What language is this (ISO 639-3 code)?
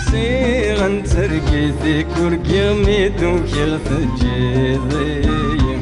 kab